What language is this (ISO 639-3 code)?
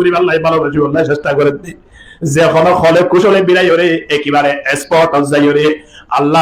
rhg